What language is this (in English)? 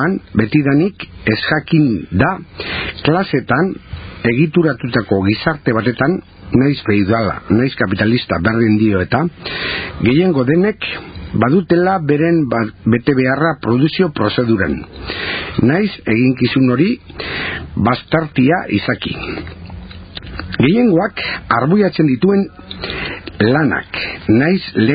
Basque